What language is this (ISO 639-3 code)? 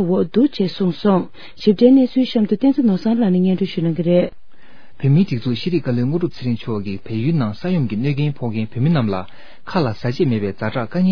bod